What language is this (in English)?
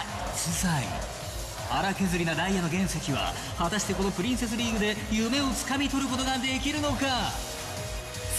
Japanese